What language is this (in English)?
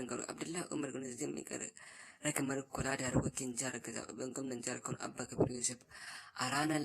Hausa